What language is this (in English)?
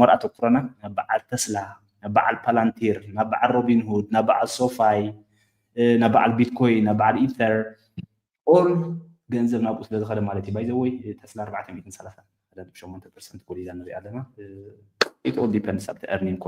Tigrinya